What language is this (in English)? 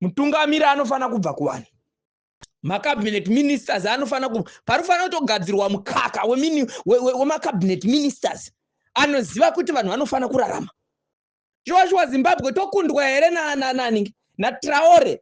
Shona